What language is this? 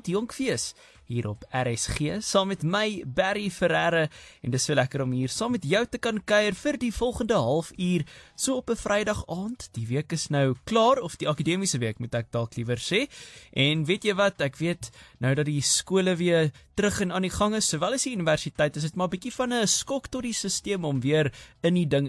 Afrikaans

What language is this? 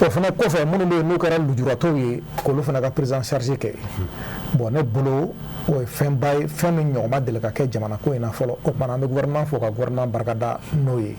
Bambara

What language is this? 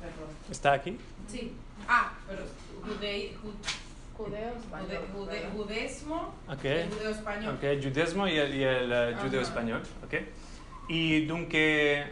Ladino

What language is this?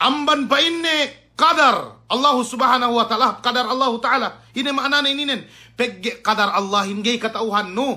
Yakan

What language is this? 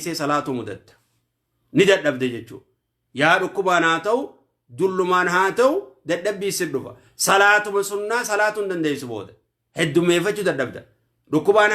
Oromo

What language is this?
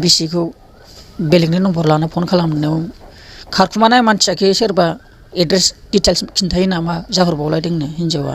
Bodo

